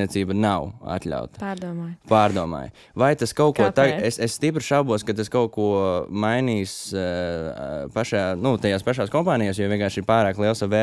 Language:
Latvian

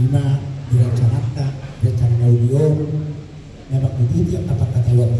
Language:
Batak Toba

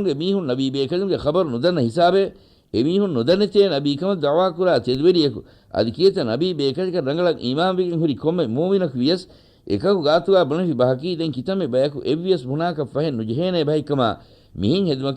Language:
Divehi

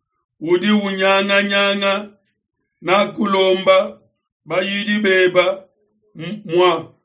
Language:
Luba-Lulua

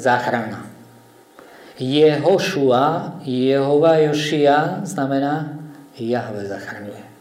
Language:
Slovak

